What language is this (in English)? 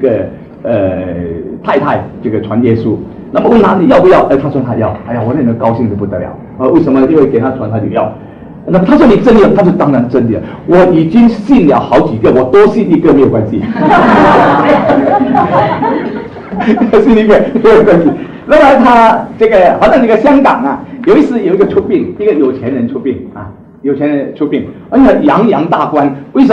Chinese